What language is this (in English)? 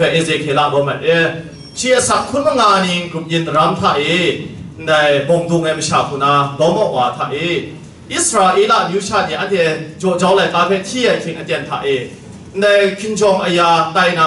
Kachin